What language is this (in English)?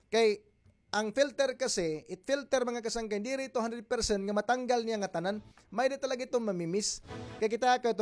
Waray